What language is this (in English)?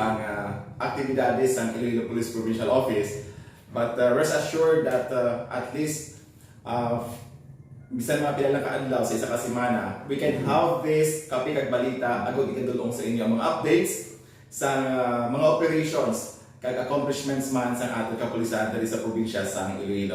Hiligaynon